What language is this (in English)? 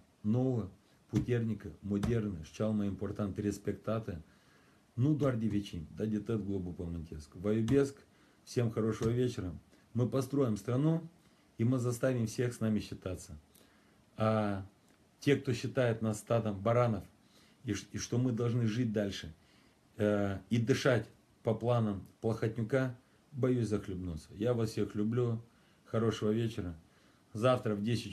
Russian